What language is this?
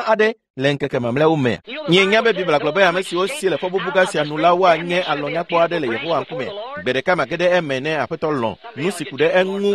Ewe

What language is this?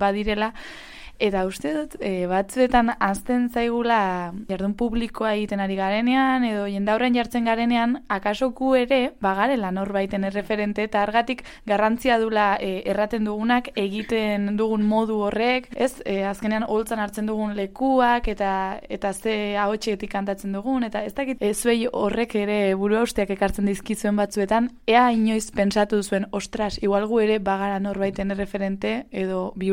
Basque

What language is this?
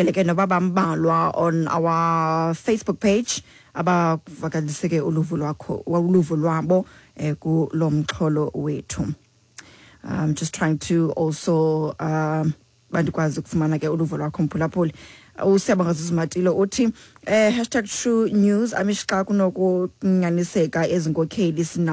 Xhosa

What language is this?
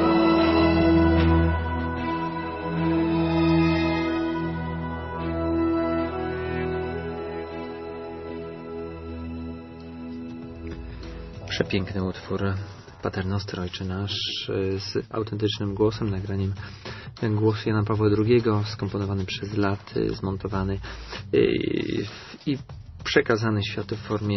Polish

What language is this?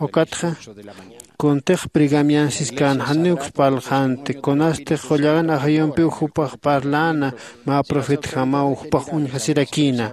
Aymara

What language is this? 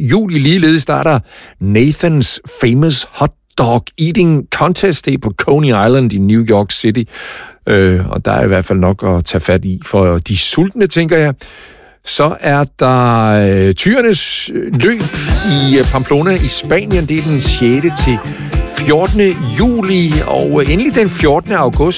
Danish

